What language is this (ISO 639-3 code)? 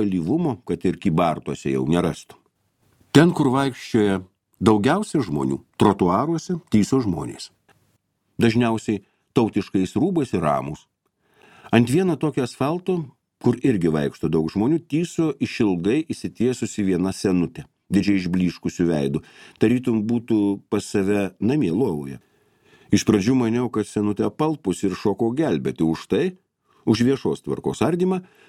lit